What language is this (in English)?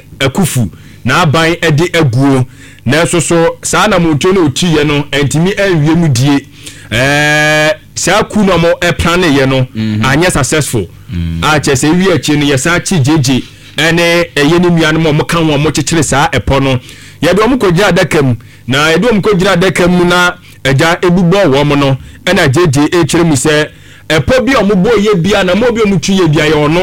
Akan